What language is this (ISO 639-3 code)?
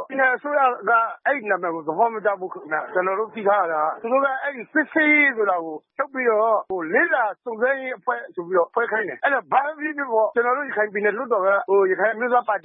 mya